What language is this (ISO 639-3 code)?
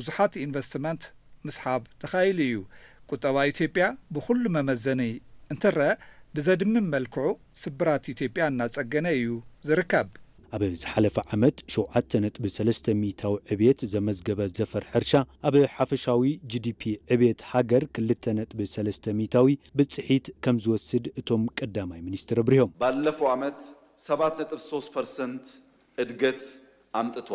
tir